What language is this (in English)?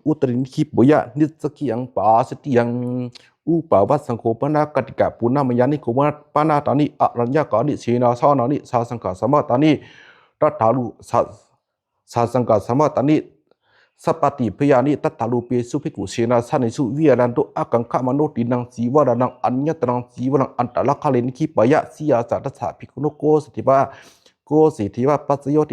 Pali